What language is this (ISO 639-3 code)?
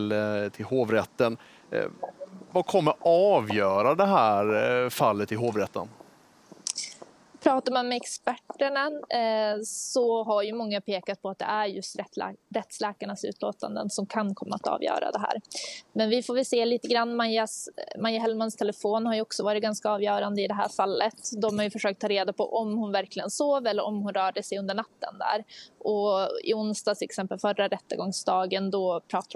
swe